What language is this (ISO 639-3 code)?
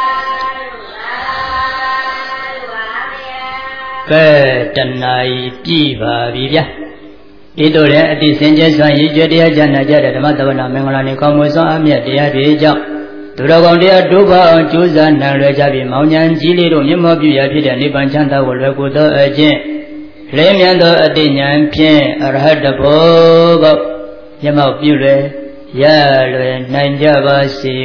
mya